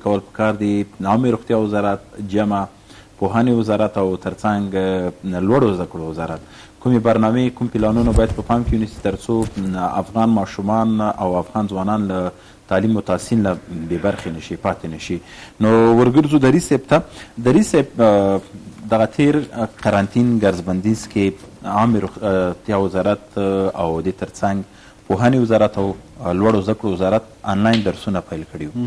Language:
Pashto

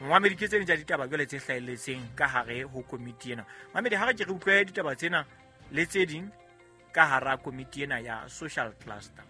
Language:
Southern Sotho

